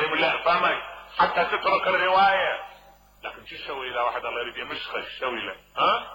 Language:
Mesopotamian Arabic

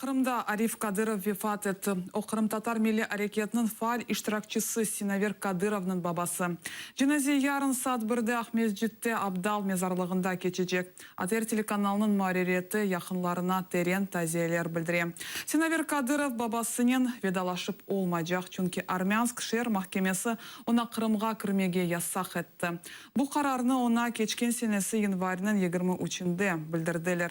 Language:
Crimean Tatar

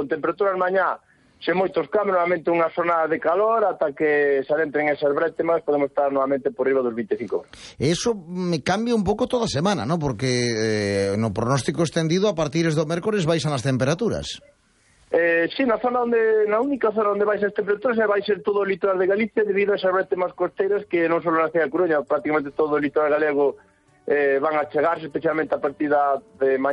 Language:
Galician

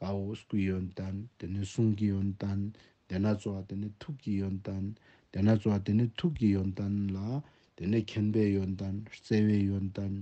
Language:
Ladakhi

